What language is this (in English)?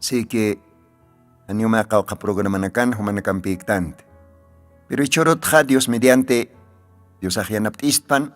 Aymara